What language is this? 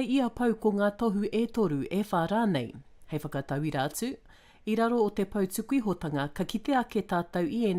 Māori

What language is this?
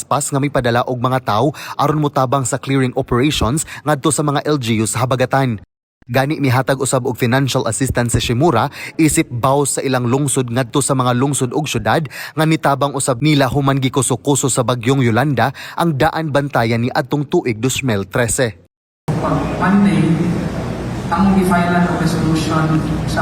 Cebuano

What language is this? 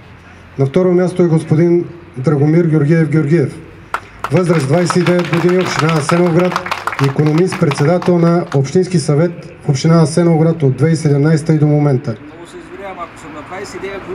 Bulgarian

